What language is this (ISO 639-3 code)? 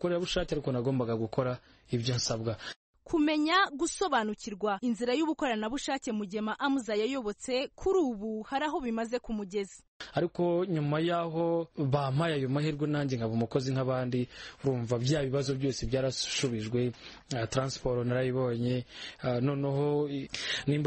kin